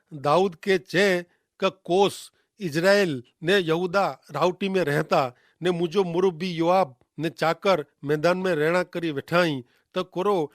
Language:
Kachhi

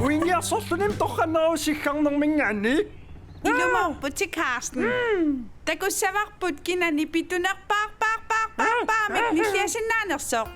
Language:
Kalaallisut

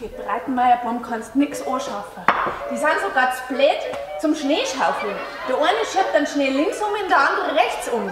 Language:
Bavarian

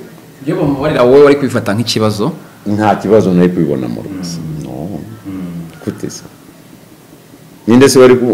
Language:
Kinyarwanda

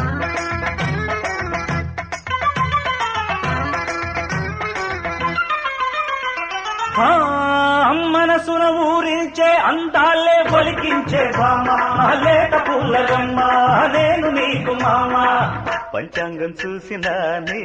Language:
Telugu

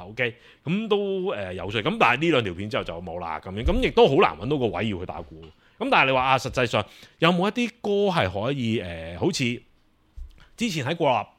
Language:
Cantonese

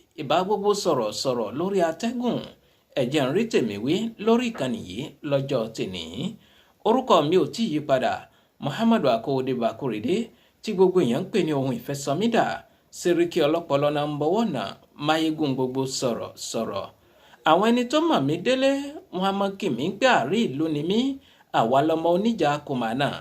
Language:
Yoruba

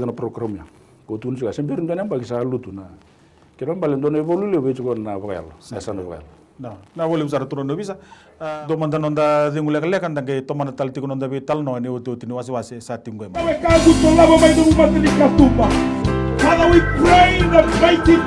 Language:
Fijian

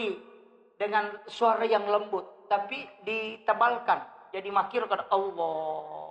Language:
Buginese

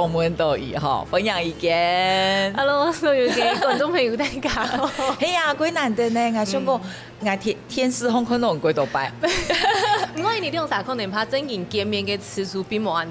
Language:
Hakka Chinese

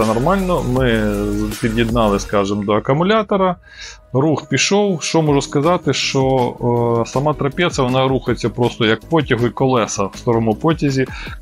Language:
Ukrainian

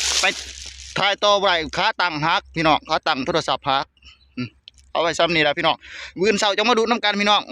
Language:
Northeastern Thai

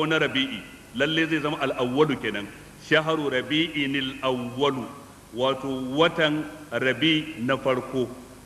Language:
Hausa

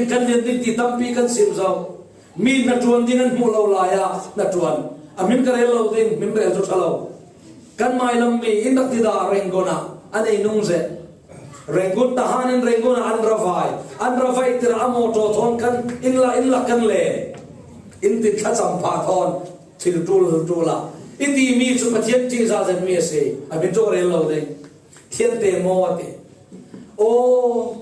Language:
Falam Chin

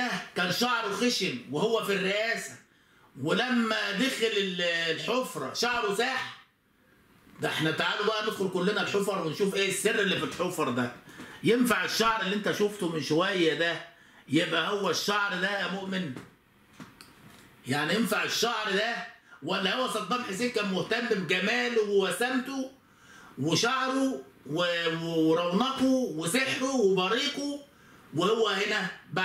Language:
Egyptian Arabic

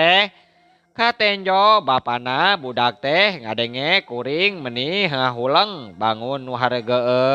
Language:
Sundanese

